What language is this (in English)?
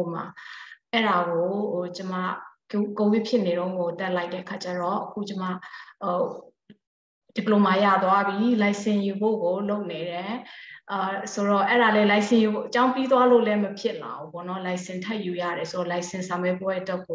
Burmese